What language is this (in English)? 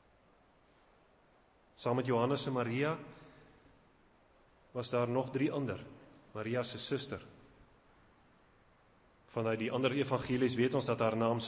Afrikaans